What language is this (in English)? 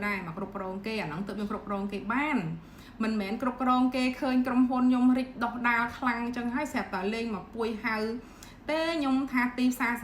Khmer